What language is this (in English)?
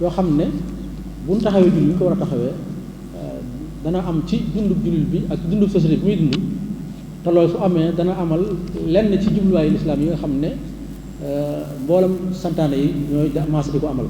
Wolof